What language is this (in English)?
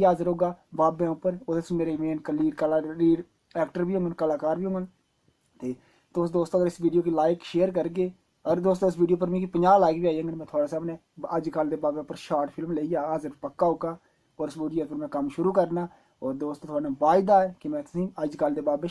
Dogri